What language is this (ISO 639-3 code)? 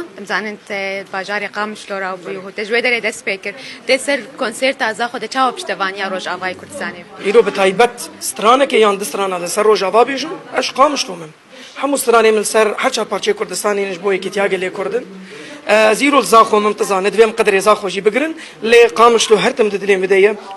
kur